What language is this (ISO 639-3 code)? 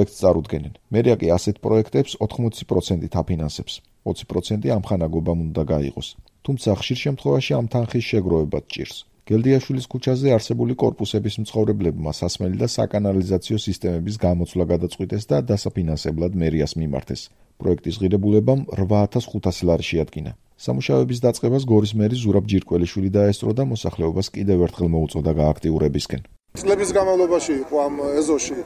kat